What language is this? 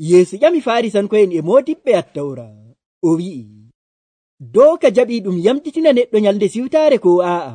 Nigerian Fulfulde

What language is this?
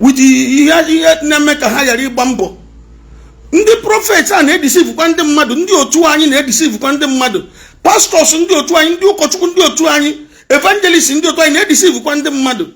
Igbo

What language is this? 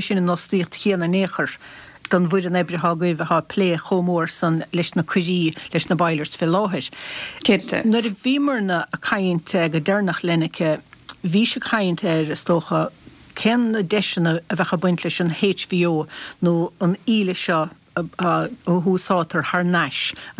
Irish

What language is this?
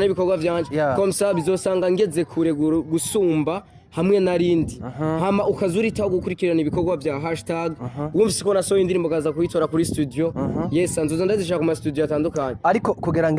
Rundi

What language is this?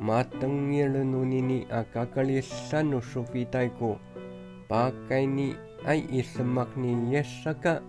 Amis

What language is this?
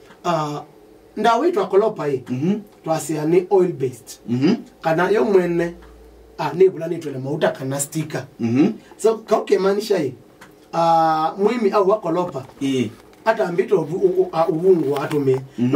Kamba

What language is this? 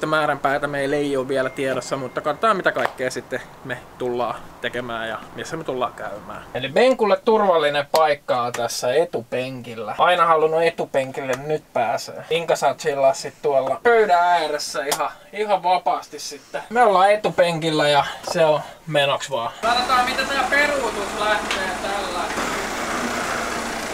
Finnish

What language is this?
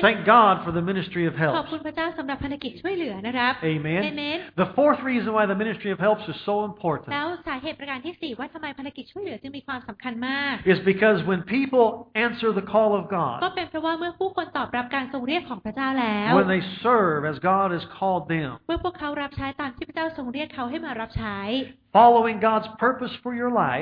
Thai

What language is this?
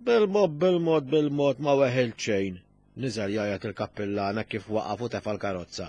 Maltese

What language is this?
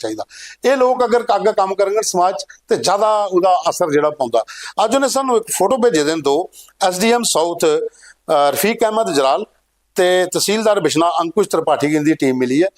Dogri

